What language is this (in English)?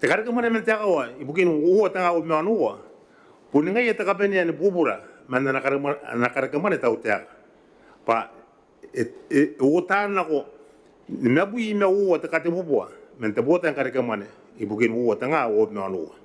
Gilbertese